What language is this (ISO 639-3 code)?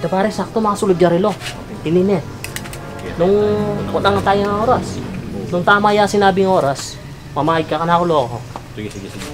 pam